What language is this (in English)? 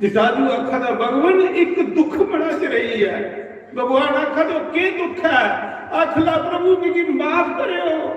Dogri